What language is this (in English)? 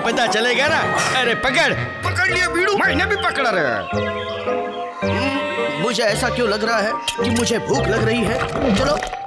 Hindi